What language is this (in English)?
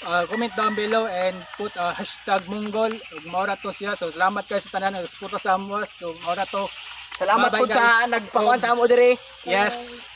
Cebuano